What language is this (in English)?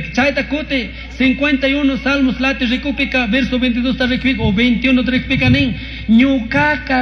Chimborazo Highland Quichua